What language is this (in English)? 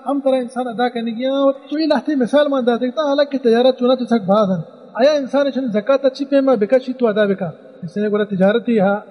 Baluchi